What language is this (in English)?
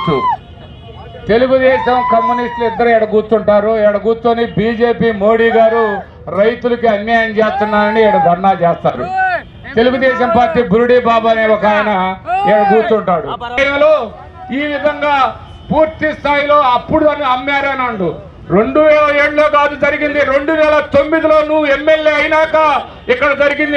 Telugu